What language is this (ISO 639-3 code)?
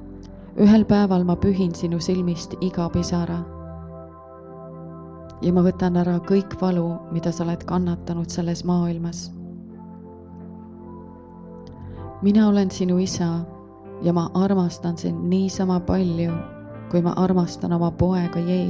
est